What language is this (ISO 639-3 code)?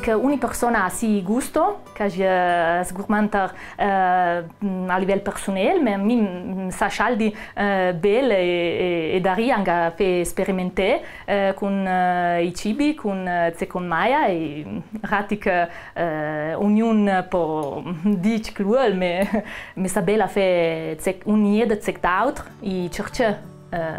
lld